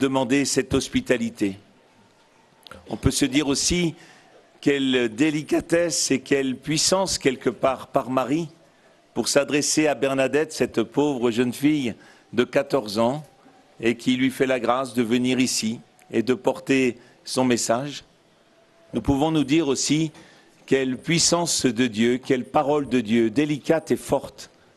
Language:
French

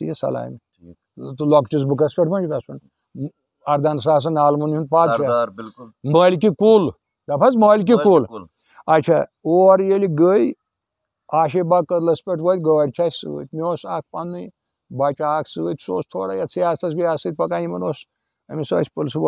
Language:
Kashmiri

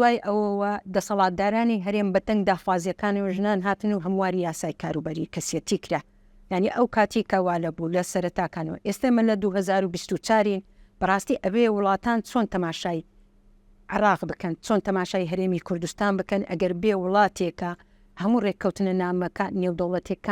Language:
Central Kurdish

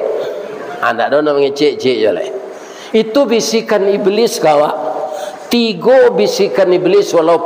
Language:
Minangkabau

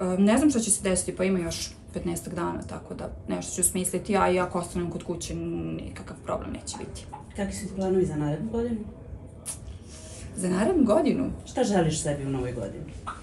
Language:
Serbian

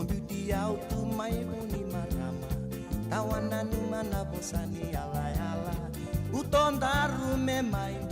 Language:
Fijian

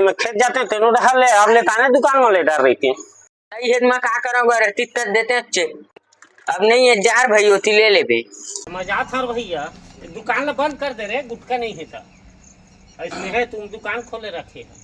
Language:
Chhattisgarhi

